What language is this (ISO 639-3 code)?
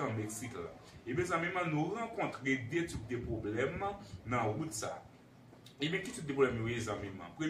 hat